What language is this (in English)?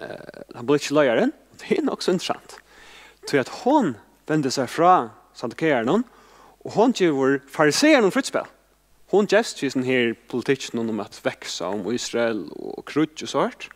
Faroese